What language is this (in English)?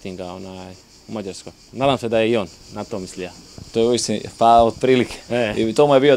Croatian